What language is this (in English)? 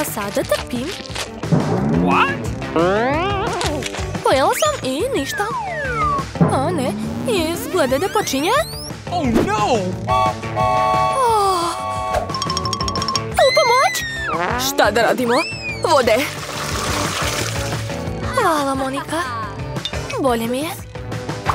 Serbian